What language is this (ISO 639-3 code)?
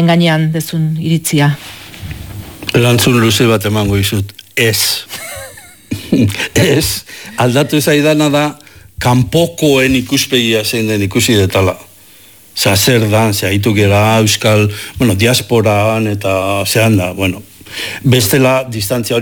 eus